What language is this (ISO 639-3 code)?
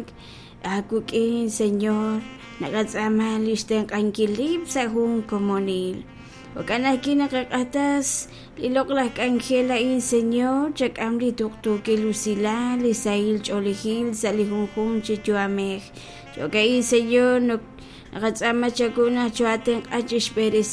kek